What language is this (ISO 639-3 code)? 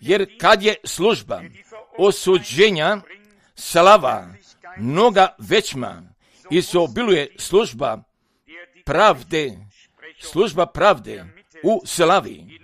hrv